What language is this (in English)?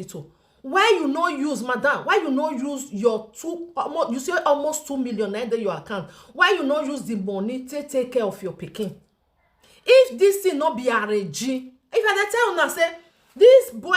Nigerian Pidgin